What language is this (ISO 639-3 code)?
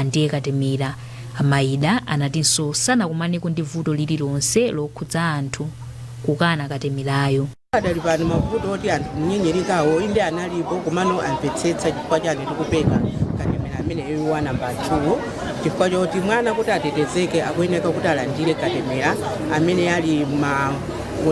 nya